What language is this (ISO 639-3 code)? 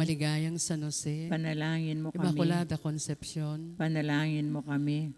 pam